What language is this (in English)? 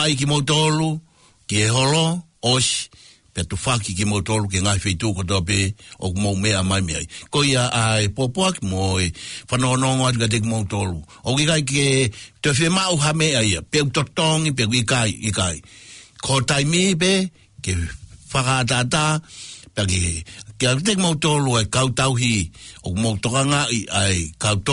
Tongan